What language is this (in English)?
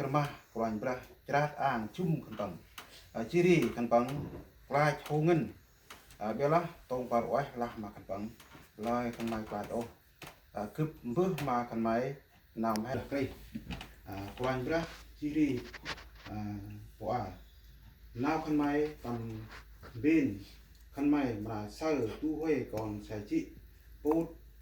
Central Mnong